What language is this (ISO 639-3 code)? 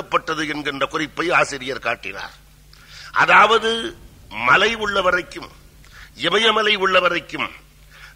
tam